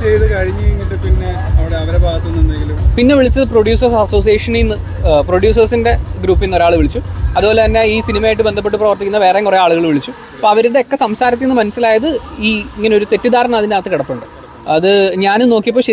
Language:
Malayalam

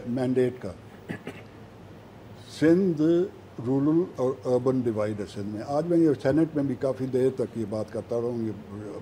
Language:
Urdu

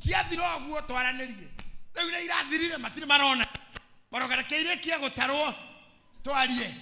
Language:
Kikuyu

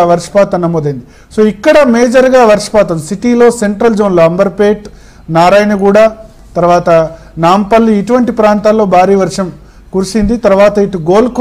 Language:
Telugu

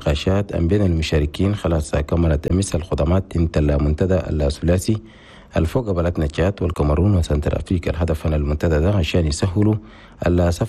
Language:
Chadian Arabic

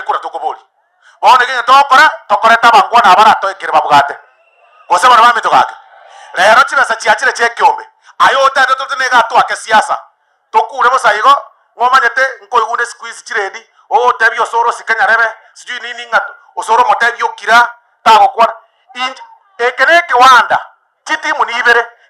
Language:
Gusii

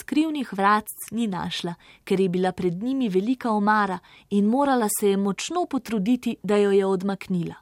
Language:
Slovenian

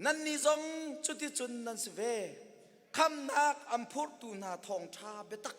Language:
Hakha Chin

